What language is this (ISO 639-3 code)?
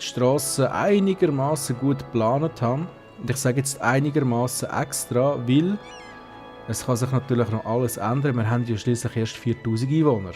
gsw